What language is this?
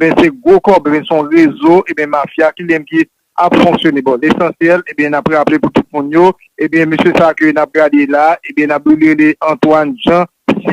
Haitian Creole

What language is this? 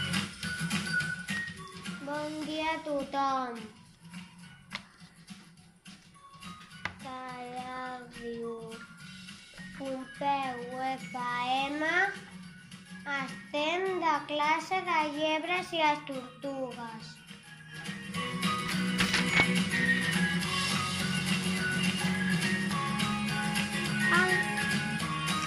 Catalan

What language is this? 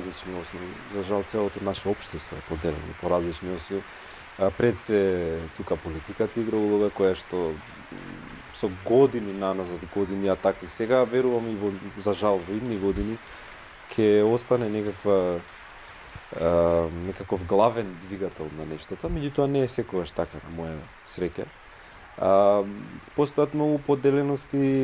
Macedonian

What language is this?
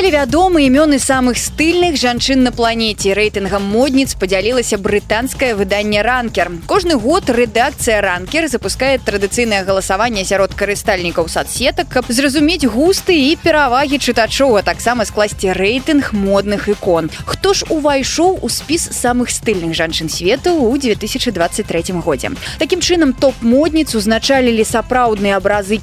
Belarusian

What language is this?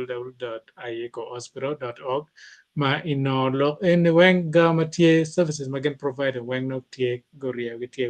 Acoli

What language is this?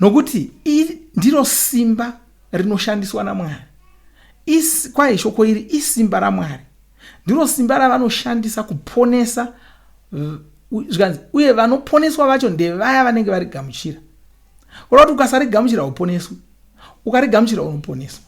Shona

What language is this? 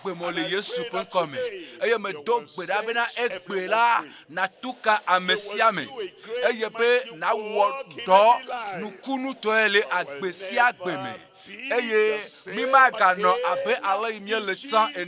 Ewe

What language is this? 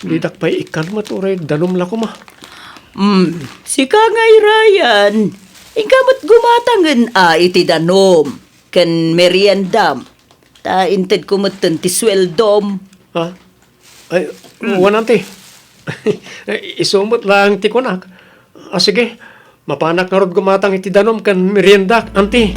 Iloko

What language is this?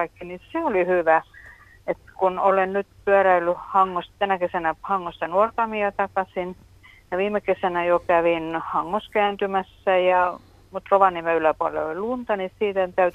Finnish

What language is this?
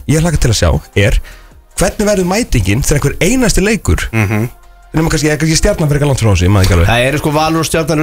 Icelandic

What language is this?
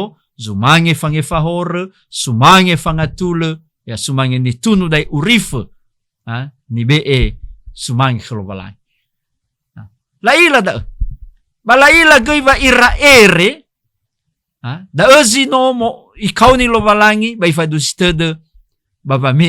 Nias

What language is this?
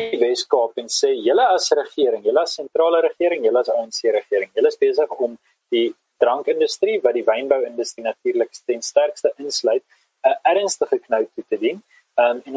Afrikaans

